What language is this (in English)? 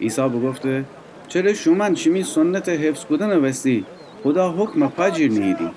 Gilaki